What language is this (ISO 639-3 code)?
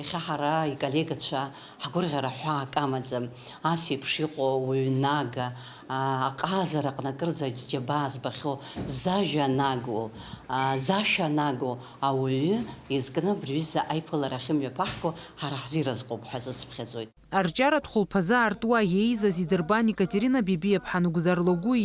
abk